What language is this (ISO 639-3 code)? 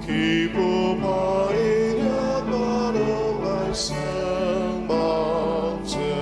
njo